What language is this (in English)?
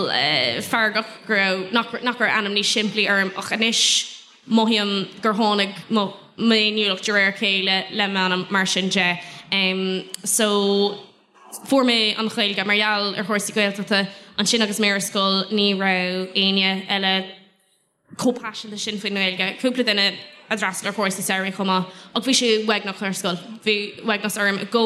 Irish